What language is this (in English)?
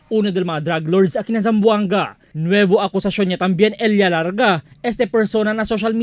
Chavacano